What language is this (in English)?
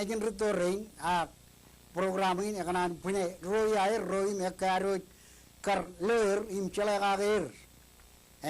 Marshallese